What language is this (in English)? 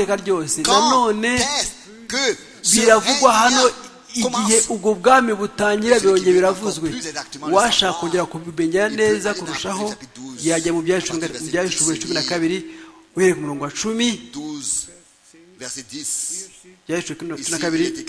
Kinyarwanda